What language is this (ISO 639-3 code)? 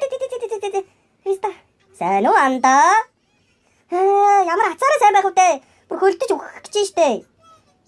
mon